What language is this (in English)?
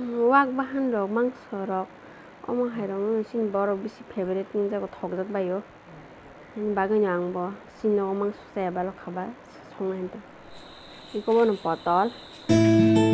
Kok Borok